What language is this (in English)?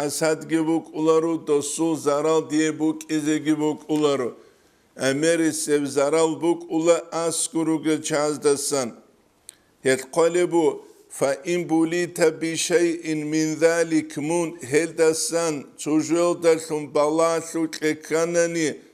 Avaric